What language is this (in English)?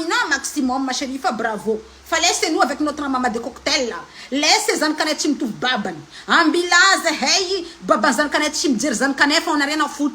Malagasy